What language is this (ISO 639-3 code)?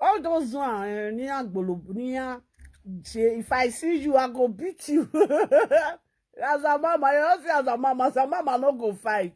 pcm